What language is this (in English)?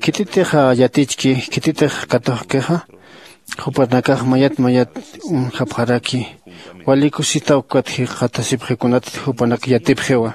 Aymara